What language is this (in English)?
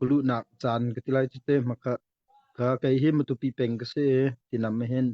Hakha Chin